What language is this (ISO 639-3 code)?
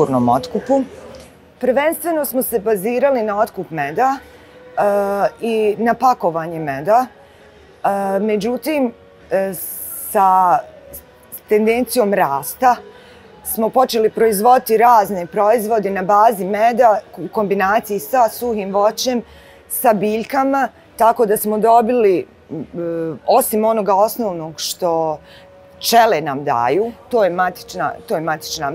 bos